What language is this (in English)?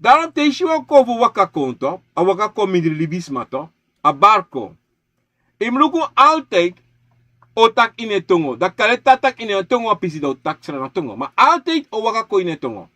Sranan Tongo